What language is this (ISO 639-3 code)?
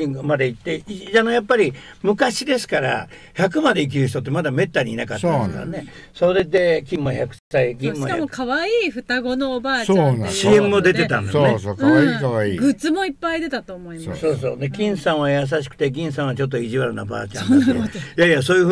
jpn